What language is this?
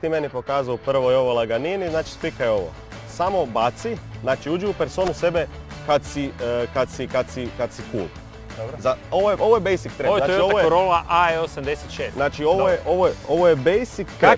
Croatian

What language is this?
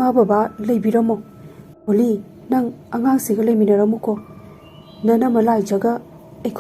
Manipuri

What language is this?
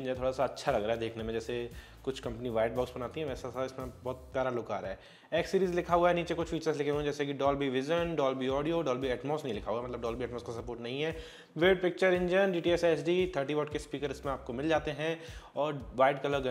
Hindi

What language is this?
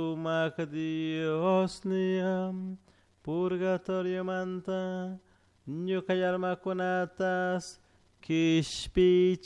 Chimborazo Highland Quichua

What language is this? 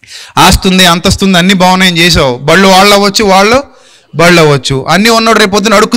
Telugu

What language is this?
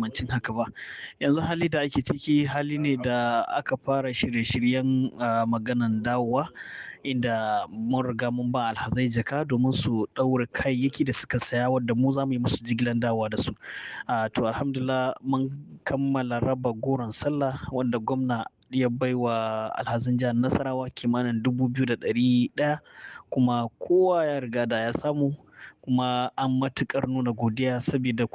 Hausa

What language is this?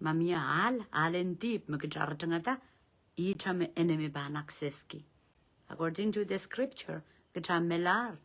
Pohnpeian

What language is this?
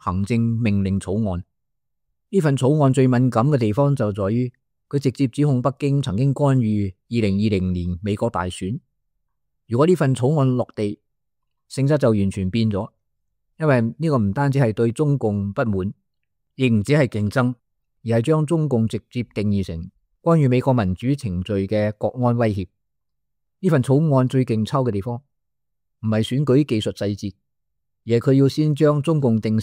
Cantonese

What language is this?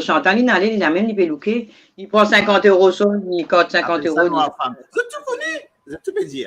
Morisyen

